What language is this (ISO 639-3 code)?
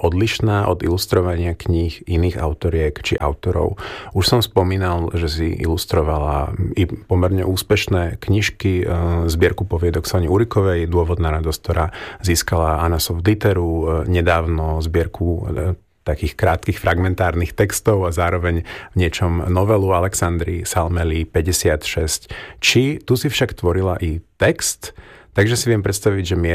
slk